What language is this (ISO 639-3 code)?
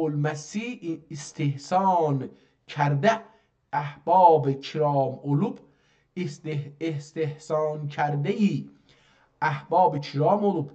azb